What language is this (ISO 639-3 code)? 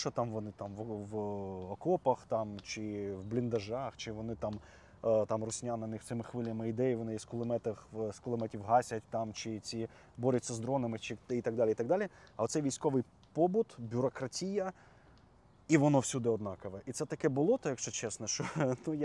ukr